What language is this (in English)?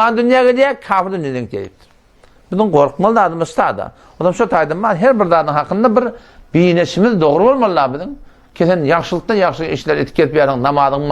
Turkmen